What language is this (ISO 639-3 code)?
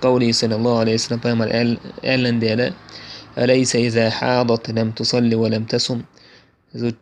che